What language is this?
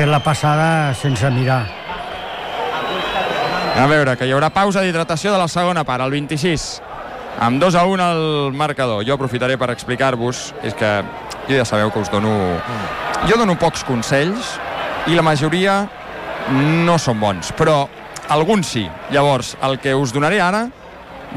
Catalan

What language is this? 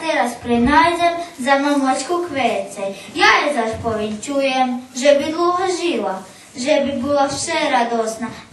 Rusyn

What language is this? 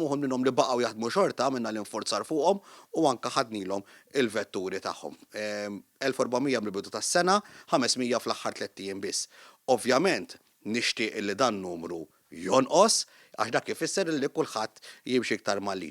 Maltese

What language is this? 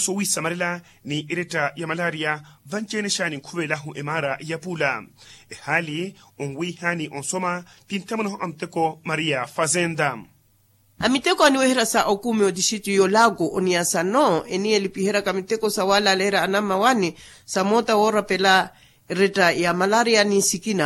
Makhuwa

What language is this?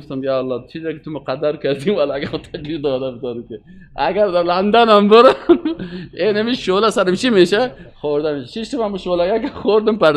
Persian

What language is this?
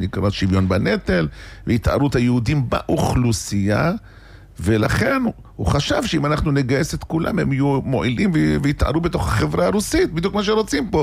Hebrew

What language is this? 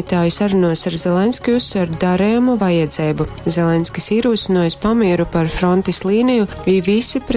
Latgalian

